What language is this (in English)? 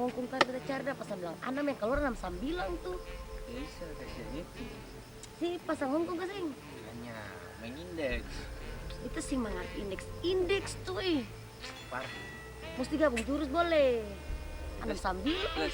Ambonese Malay